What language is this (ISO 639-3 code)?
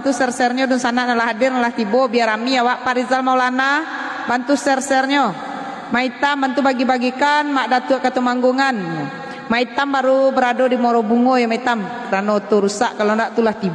min